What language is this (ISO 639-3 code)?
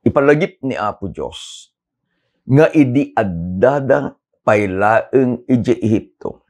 ilo